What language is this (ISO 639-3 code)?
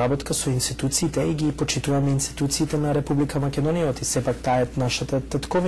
mkd